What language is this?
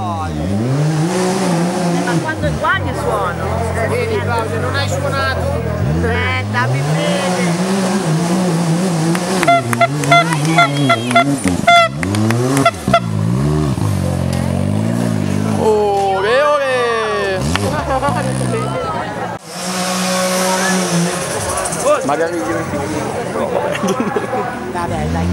Italian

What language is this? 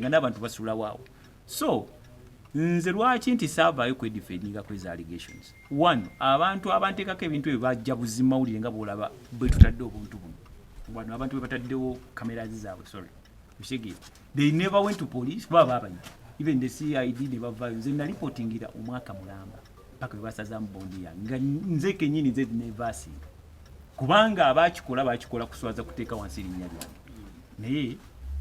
Ganda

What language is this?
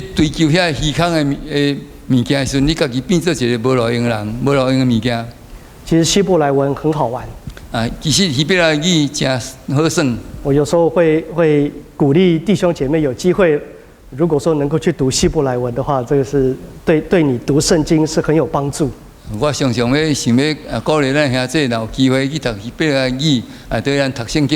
Min Nan Chinese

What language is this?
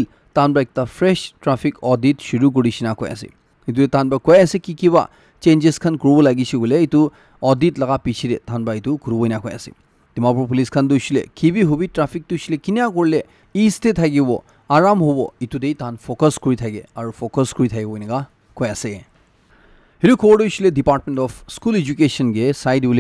Naga Pidgin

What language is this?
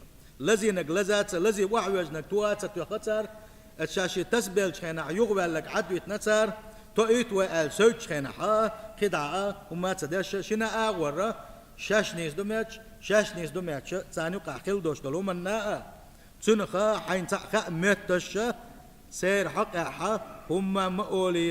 Chechen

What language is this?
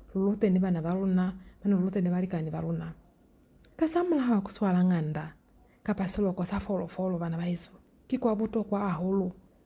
Lozi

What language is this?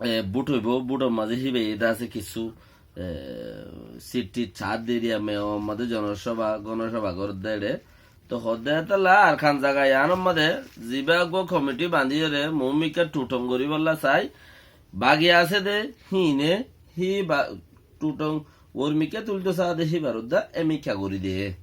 Rohingya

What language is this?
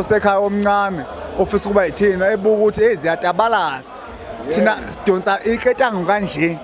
Zulu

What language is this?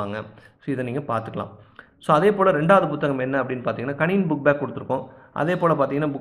Tamil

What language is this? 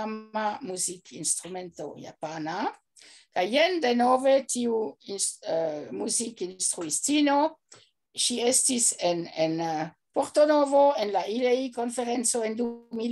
Esperanto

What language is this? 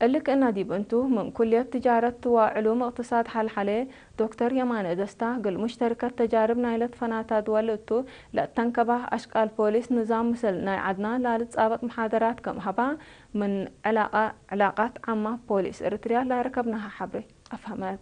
Tigre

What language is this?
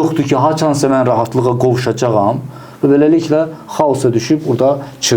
Azerbaijani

